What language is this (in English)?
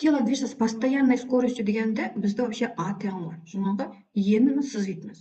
Uyghur